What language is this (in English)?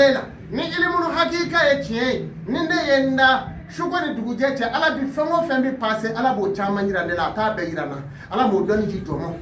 Bambara